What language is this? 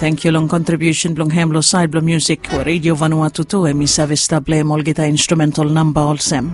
Bislama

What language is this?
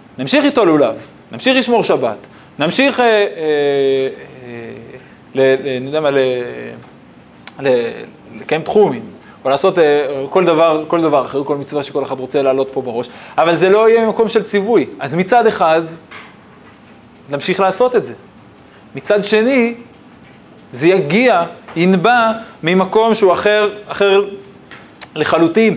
Hebrew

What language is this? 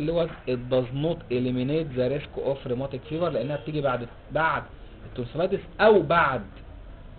Egyptian Arabic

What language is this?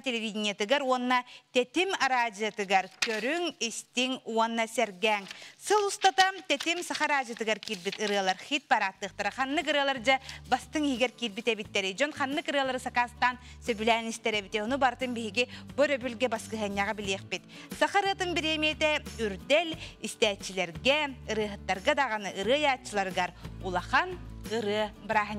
Yakut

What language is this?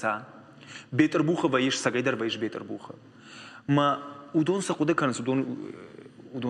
Ossetic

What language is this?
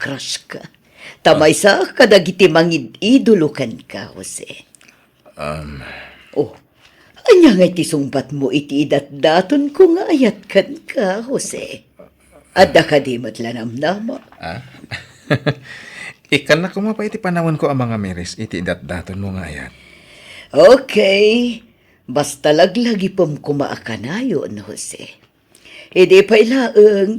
Iloko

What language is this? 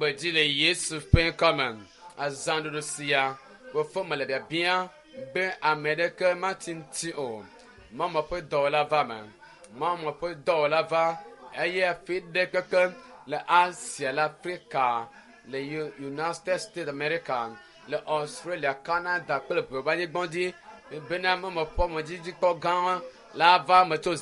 Ewe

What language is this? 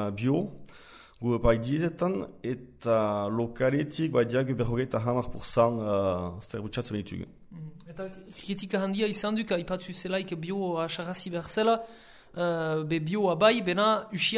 Basque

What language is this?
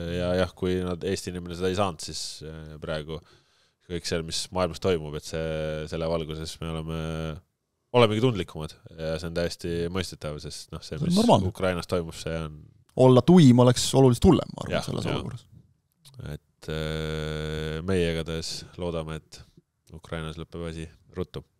Estonian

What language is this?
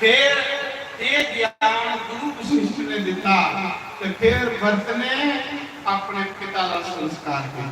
Dogri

